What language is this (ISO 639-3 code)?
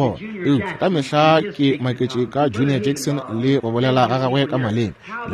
nso